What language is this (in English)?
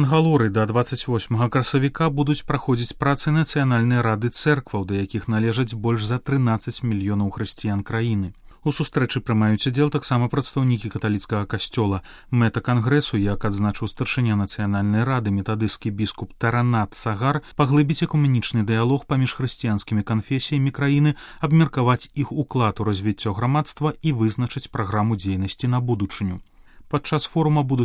Belarusian